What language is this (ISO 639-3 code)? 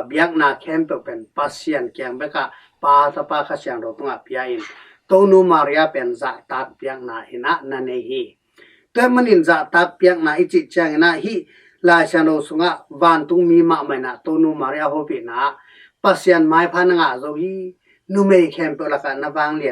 ctd